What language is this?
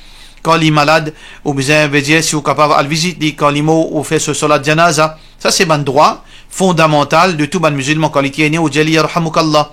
Morisyen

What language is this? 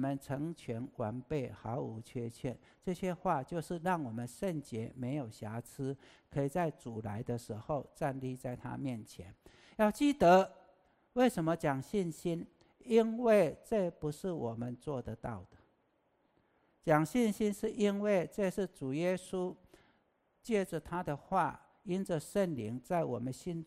Chinese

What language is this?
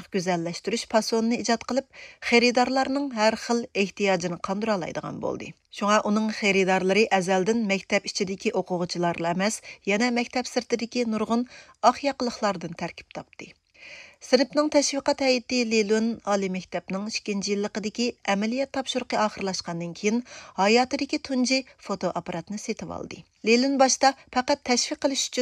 Uyghur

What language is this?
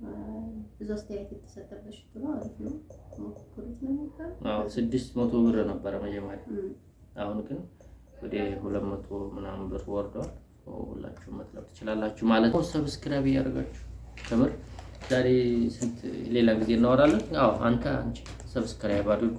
Amharic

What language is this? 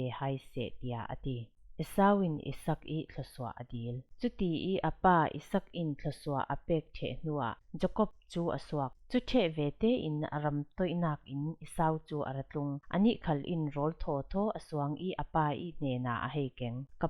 Falam Chin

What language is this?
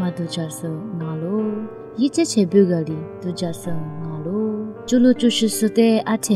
Lisu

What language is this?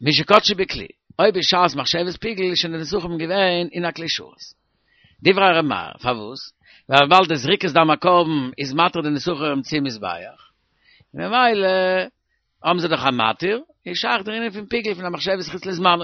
Yiddish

